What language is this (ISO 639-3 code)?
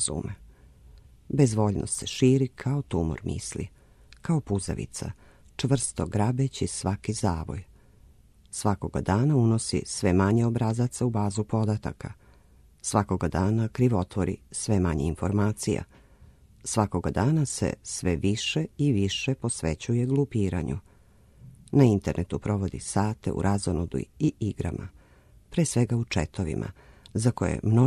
srp